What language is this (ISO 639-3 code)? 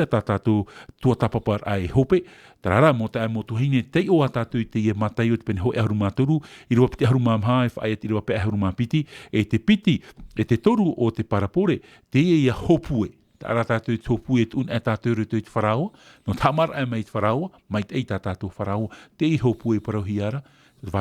tah